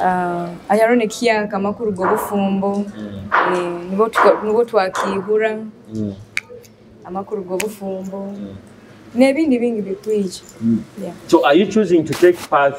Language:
Nyoro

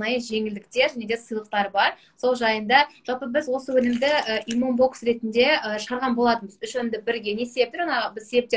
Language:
Kazakh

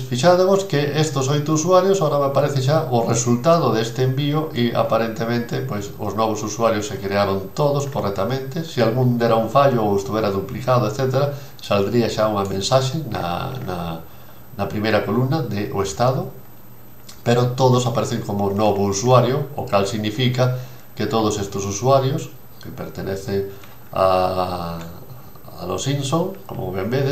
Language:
Galician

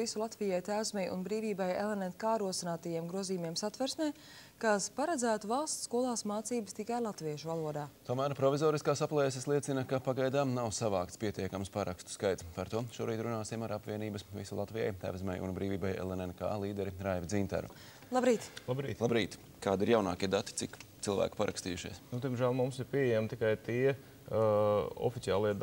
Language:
Latvian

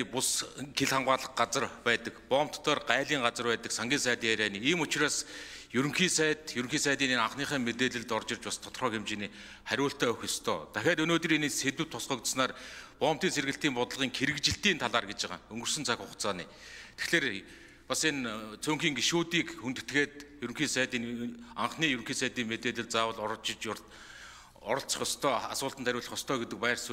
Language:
Mongolian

